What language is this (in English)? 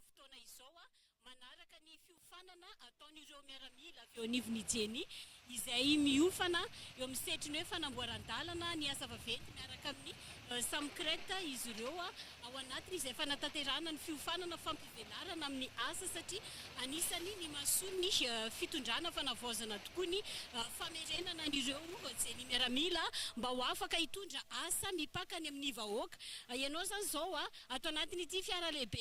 Malagasy